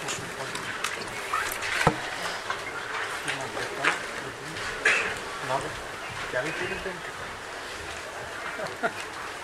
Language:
Bulgarian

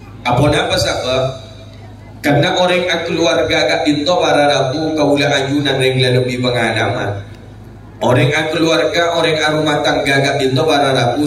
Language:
Madurese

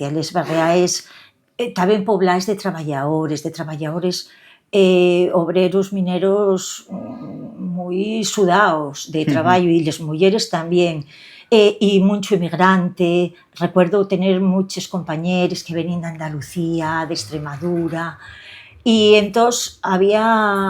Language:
Asturian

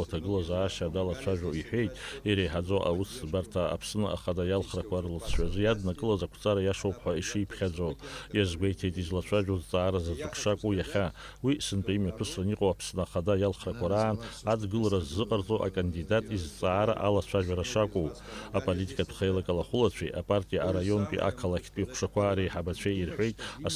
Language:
Abkhazian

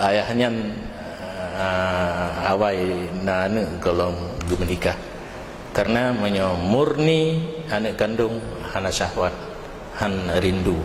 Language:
Achinese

